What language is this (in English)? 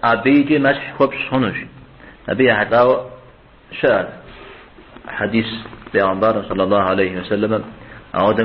Kabardian